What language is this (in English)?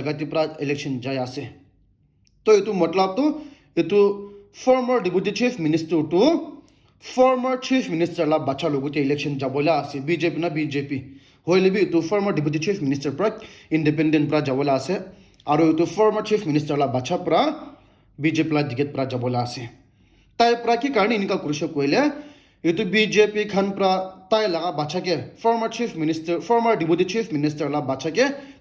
Naga Pidgin